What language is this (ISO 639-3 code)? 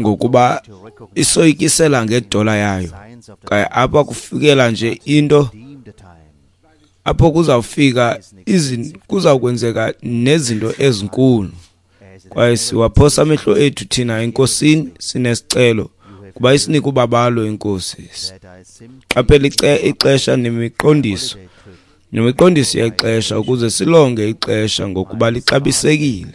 xho